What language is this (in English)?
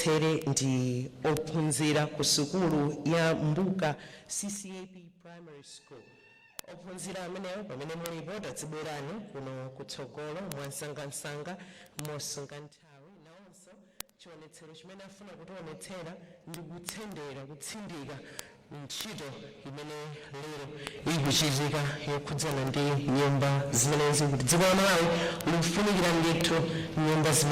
Nyanja